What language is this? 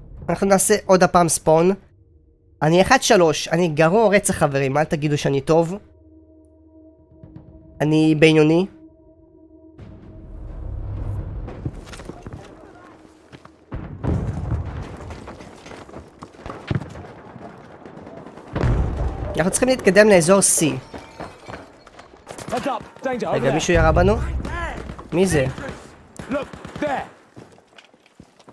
Hebrew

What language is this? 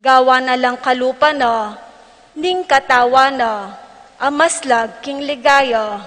Pampanga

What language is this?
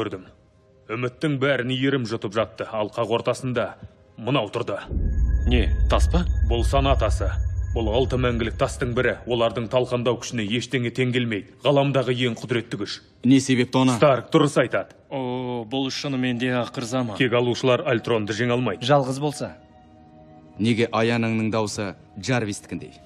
Kazakh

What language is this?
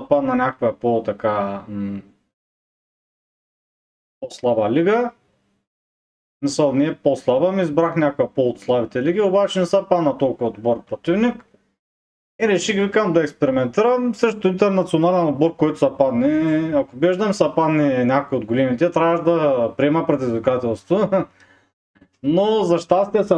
Bulgarian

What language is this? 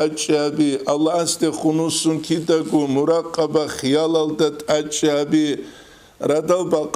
Avaric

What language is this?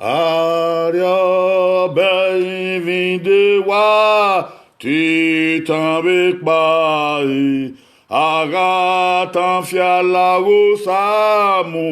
Bini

